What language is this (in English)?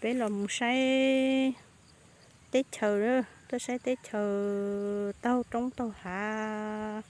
Hmong